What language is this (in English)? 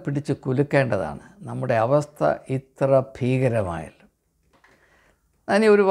Malayalam